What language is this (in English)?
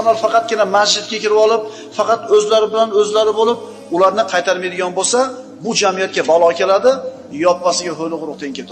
Uzbek